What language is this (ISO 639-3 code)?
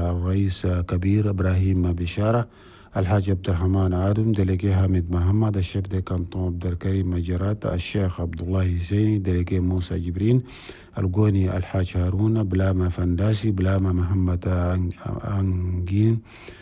shu